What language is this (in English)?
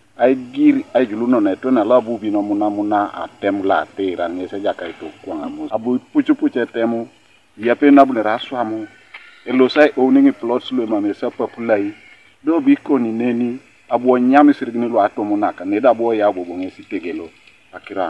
Teso